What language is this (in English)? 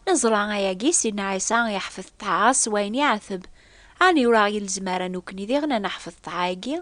Kabyle